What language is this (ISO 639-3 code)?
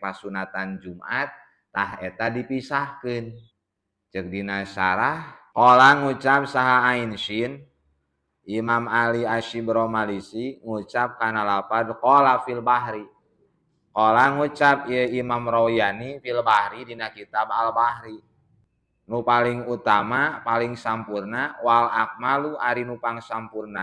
sun